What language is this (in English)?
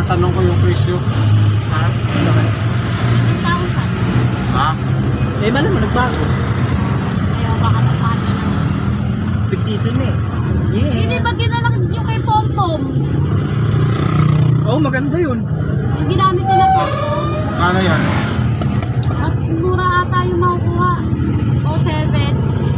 Filipino